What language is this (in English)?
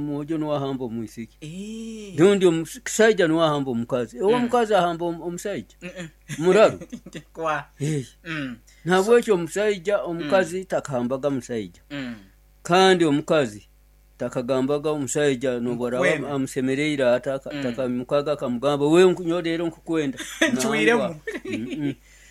Nyoro